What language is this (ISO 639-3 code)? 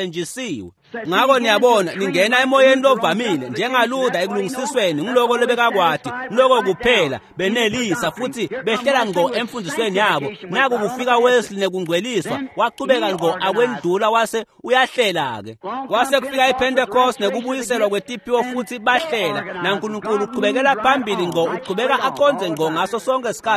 ssw